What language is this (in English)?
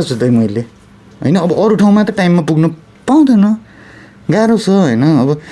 Nepali